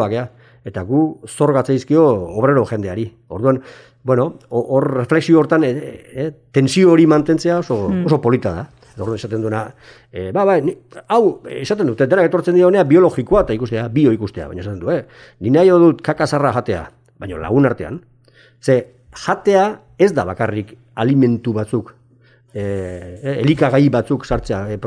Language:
Basque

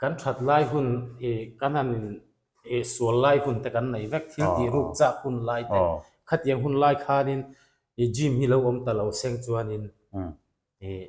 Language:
Mizo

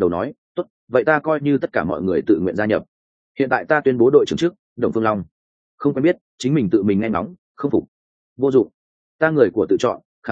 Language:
Vietnamese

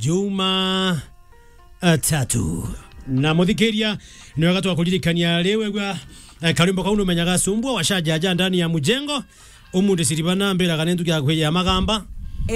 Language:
Meru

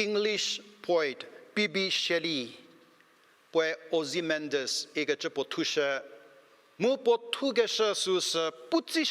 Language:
Angami Naga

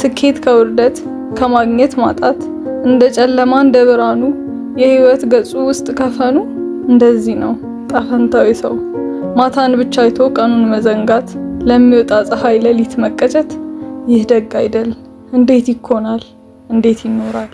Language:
Amharic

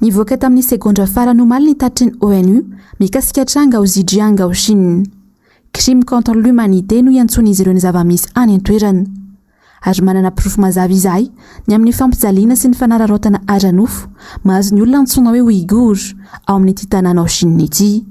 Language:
Malagasy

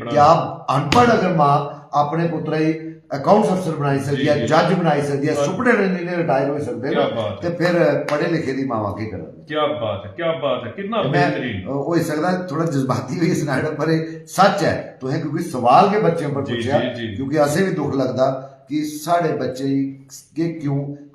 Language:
Dogri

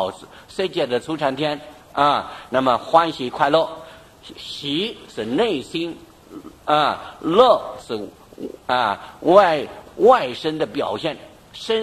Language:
Chinese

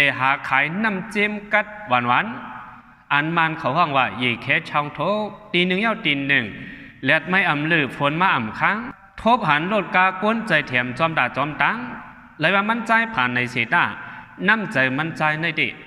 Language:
Shan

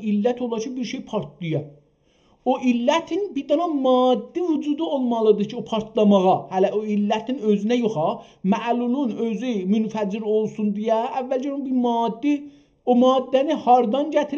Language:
South Azerbaijani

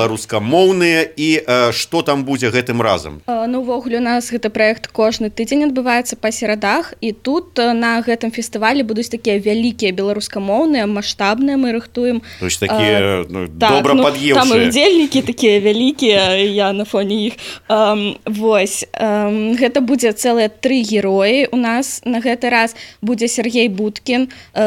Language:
Belarusian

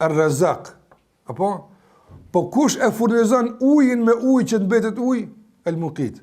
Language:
Albanian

